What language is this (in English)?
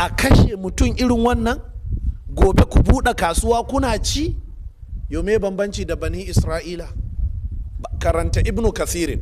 Hausa